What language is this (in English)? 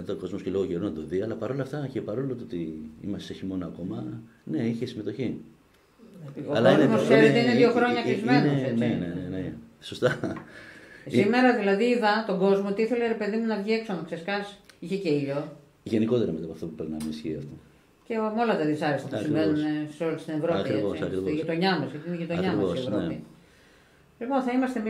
Greek